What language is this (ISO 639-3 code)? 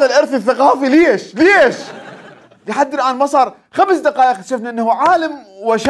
acm